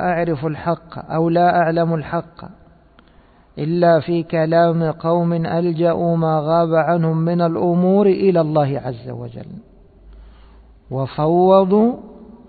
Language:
Arabic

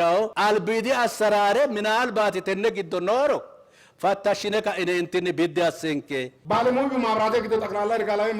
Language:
Sidamo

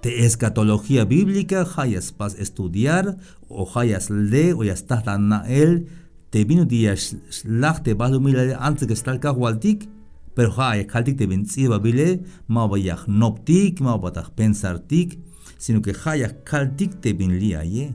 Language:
Tzeltal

